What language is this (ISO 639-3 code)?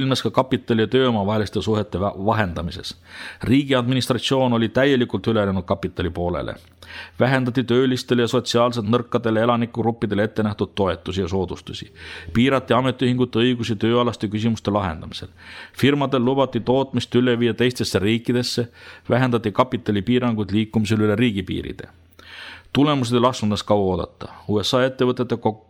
est